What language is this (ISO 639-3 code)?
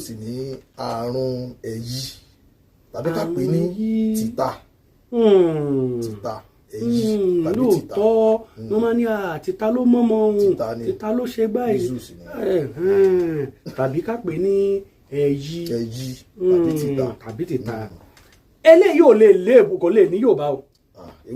yor